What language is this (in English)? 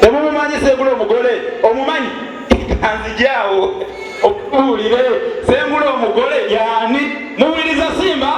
Ganda